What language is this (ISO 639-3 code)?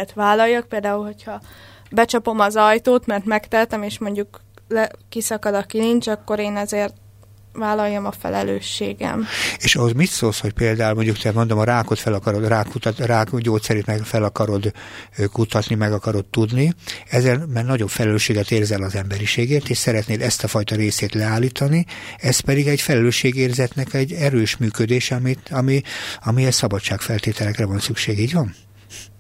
hun